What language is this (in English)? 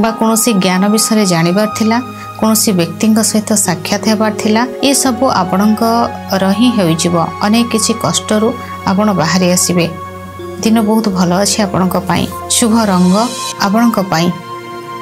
Odia